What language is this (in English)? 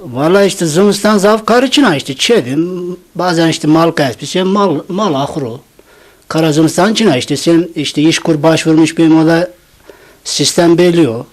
Zaza